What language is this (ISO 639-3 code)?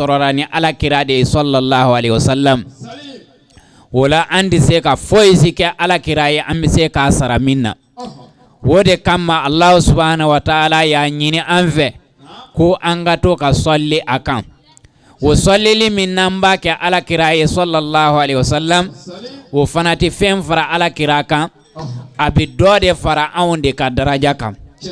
bam